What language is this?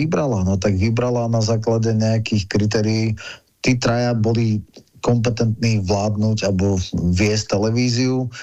Slovak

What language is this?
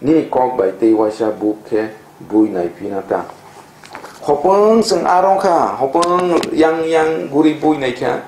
Kok Borok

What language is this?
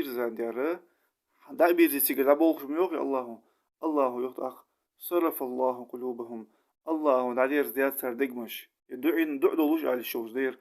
Ingush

